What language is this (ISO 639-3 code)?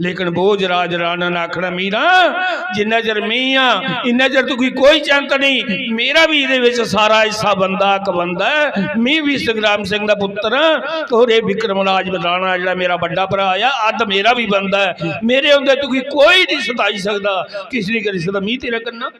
doi